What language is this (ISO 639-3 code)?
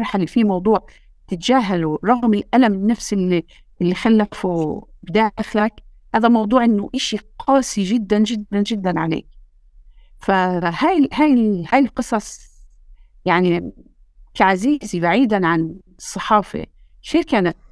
apc